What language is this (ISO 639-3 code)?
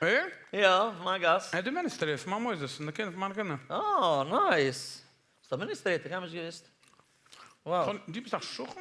yid